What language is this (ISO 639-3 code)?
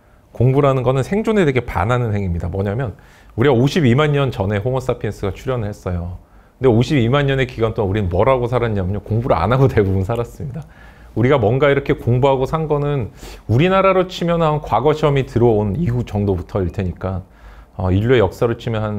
kor